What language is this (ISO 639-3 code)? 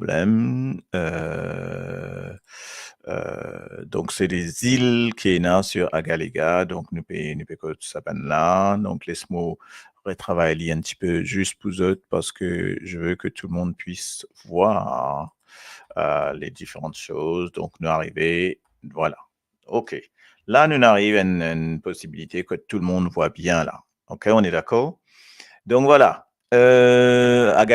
mfe